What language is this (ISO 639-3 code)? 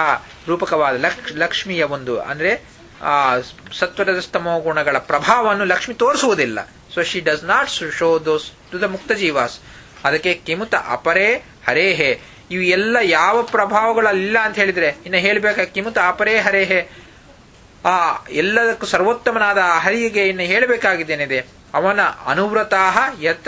kan